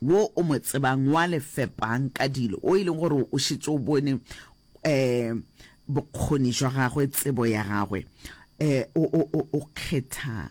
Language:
Northern Sotho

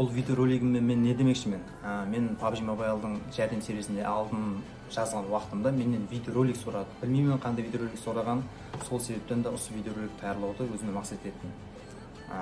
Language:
Kara-Kalpak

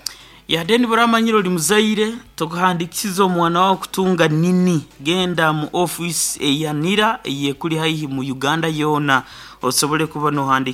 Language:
Nyankole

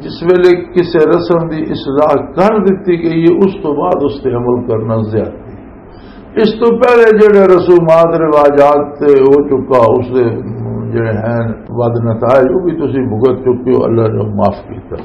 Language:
Western Panjabi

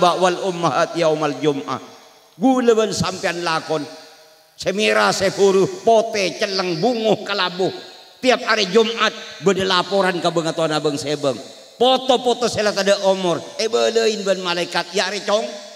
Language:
Madurese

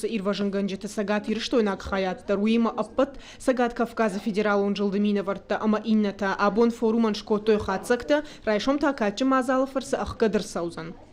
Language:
Ossetic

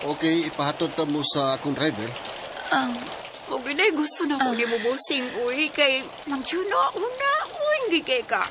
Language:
Cebuano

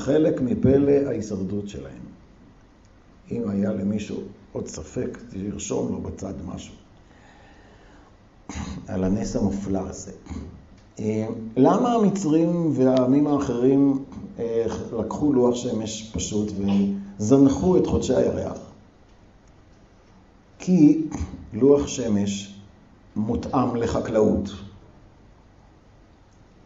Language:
Hebrew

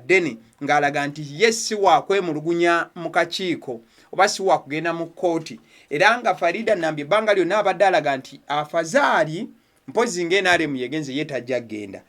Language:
Ganda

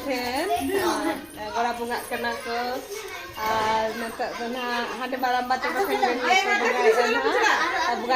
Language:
Santali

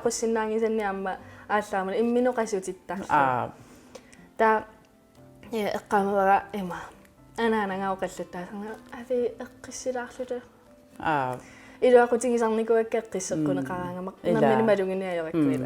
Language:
Kalaallisut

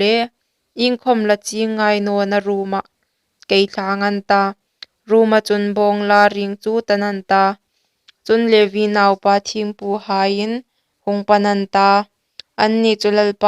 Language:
Hmar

